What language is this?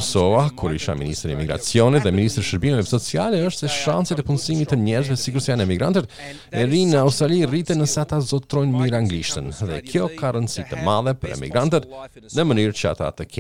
Albanian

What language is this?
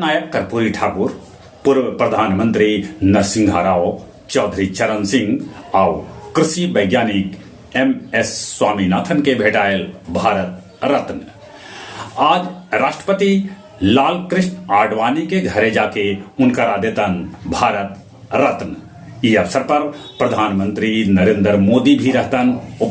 Magahi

